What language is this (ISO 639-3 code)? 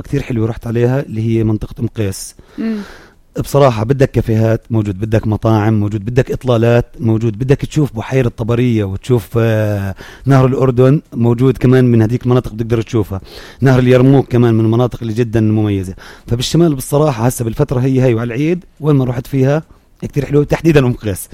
apc